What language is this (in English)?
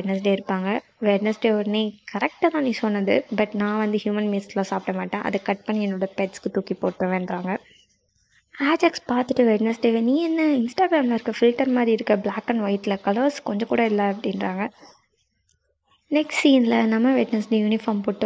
Tamil